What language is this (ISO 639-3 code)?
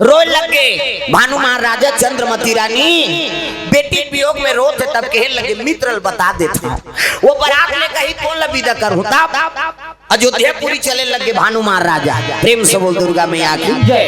hne